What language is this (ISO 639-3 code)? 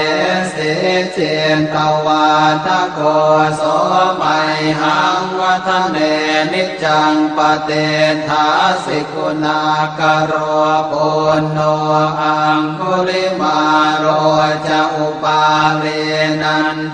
pli